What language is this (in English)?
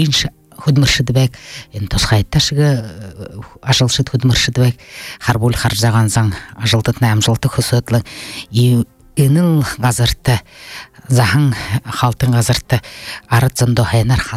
Buriat